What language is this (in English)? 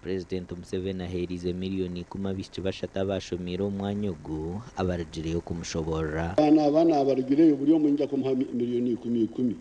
Nyankole